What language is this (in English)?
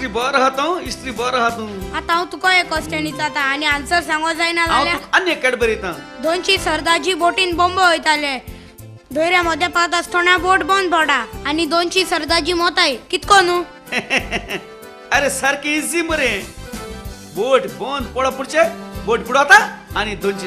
Konkani